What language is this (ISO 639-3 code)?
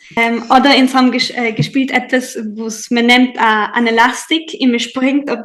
yid